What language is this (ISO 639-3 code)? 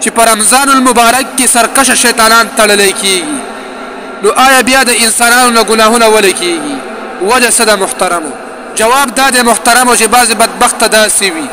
pus